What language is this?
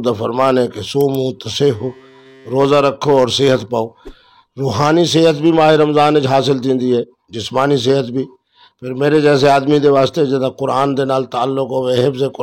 Saraiki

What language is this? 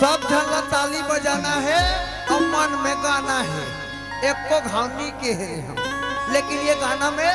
Chhattisgarhi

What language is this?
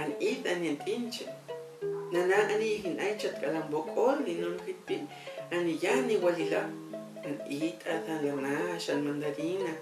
Huastec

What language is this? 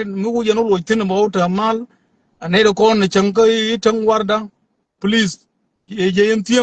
Nuer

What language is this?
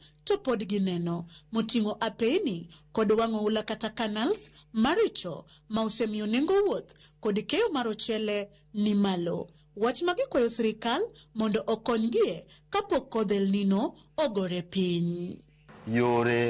Luo (Kenya and Tanzania)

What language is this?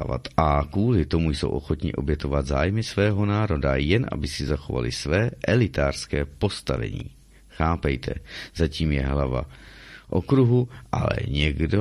Czech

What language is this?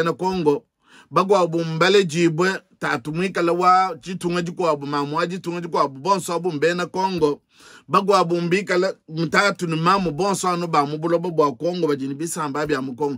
Luba-Lulua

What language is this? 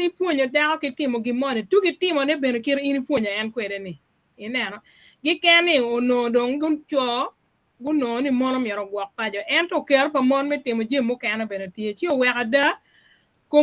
Acoli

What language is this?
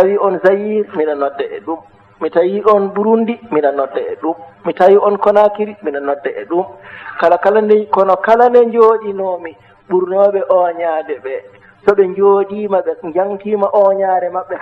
Fula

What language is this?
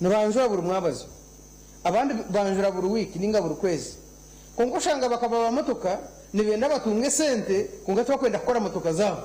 Nyankole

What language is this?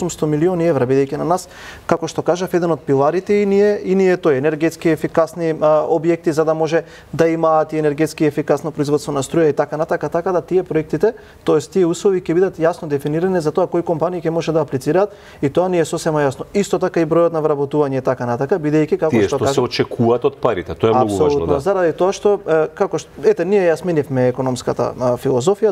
Macedonian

